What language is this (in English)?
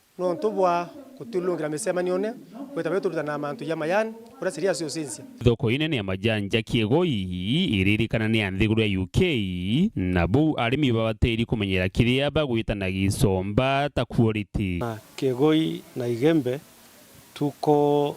Meru